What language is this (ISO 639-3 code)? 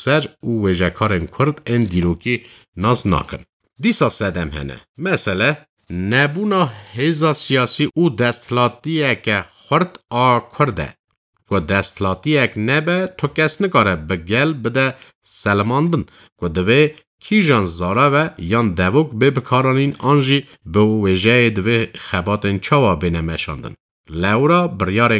kur